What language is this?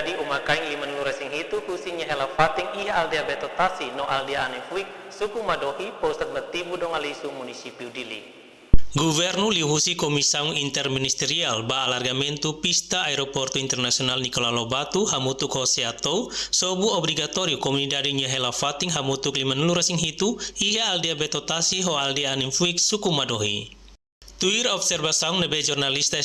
Tetum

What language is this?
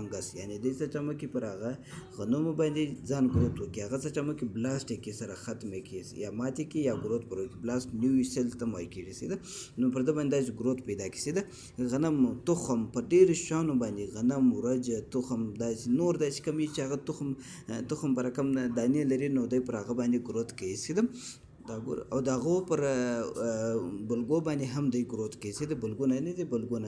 Pashto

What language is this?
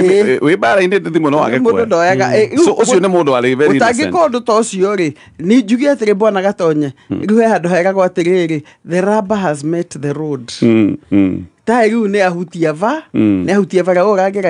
Kikuyu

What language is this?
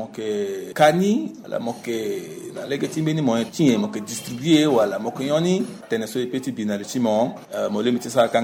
Sango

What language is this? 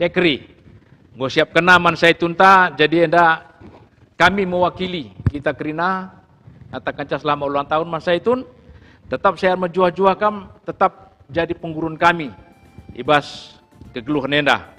Batak Karo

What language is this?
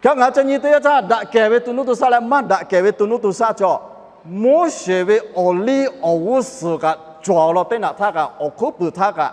Lahu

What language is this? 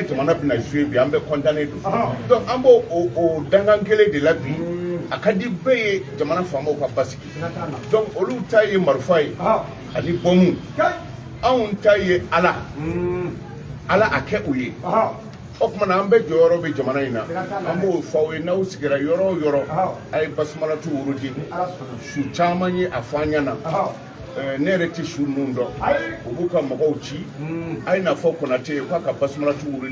Bambara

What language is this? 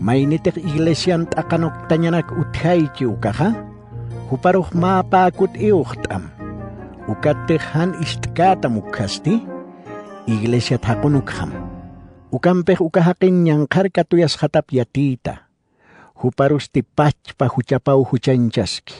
Aymara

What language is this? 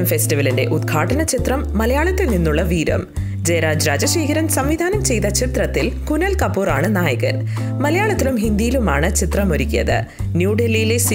Malayalam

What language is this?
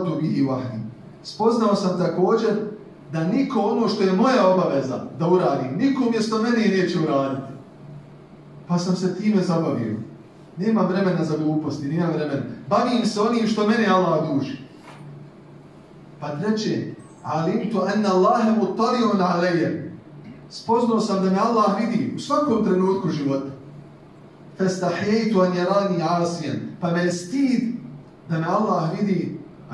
Bosnian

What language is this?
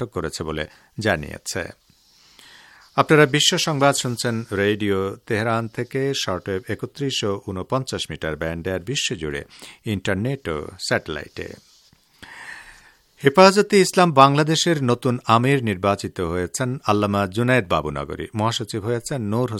Bangla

